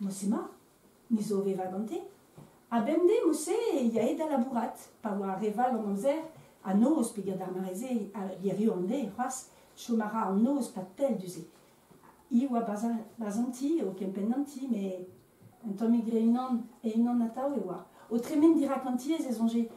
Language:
Breton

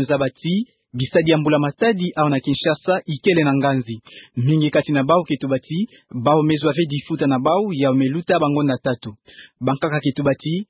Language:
Kituba (Democratic Republic of Congo)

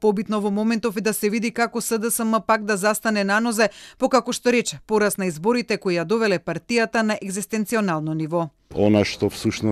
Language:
Macedonian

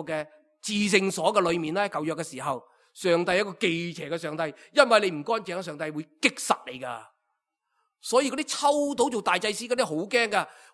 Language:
Cantonese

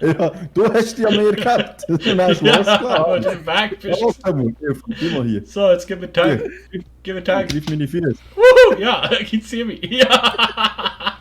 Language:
Swiss German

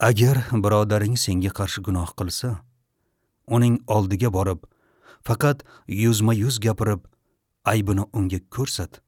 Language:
Uzbek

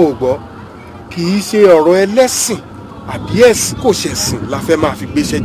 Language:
Yoruba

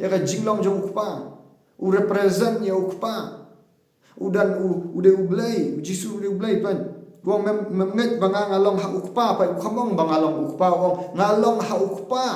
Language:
Khasi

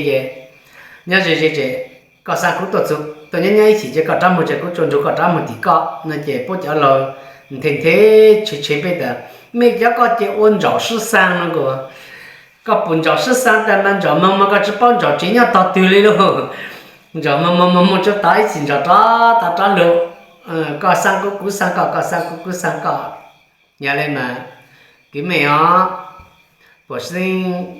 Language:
Hmong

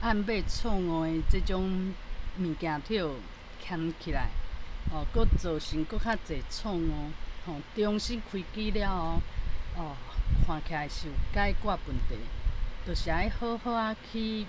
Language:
Min Nan Chinese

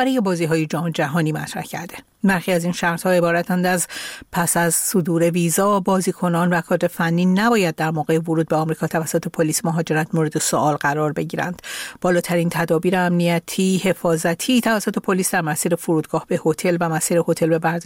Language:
Persian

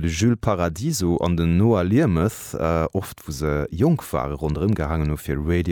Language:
Luxembourgish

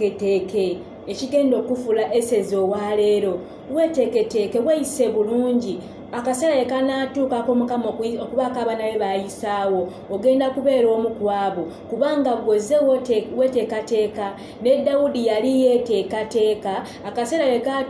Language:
Ganda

